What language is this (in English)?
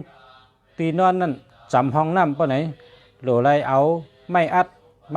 Shan